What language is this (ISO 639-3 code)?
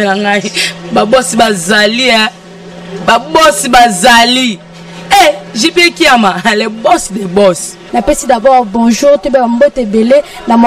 lin